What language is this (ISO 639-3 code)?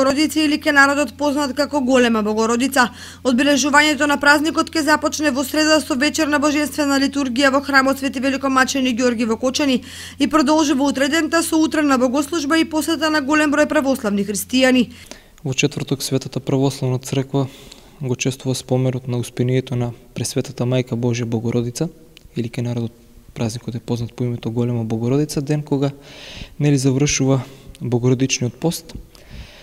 mkd